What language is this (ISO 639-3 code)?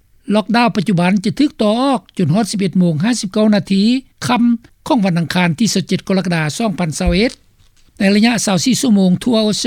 lao